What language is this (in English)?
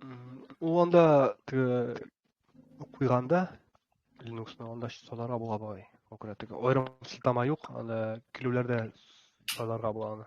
Tatar